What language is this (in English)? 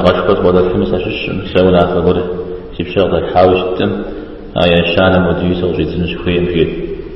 Kabardian